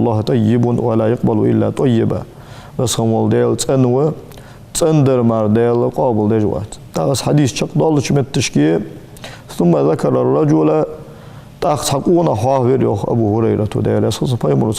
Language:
Ingush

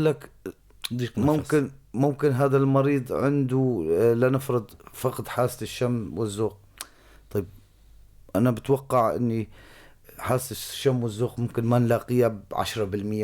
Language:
North Levantine Arabic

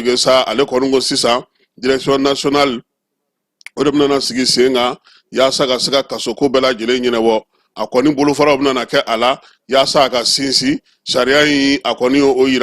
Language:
Bambara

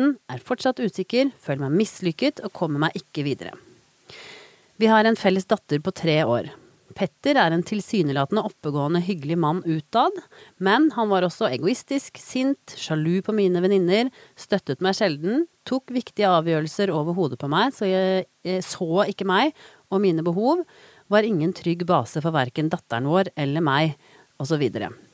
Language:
Norwegian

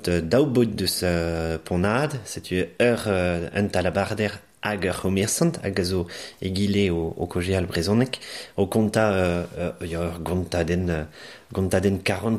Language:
Breton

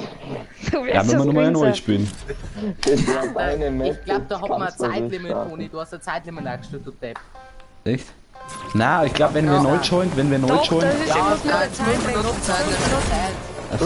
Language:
Bavarian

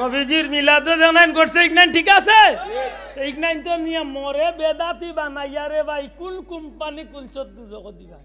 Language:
Sylheti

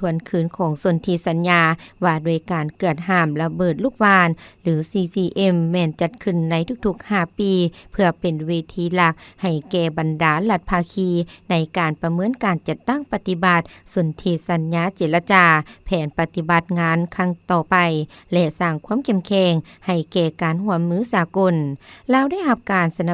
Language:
Lao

